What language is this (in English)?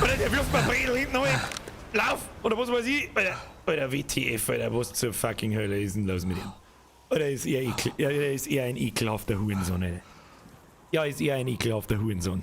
Bavarian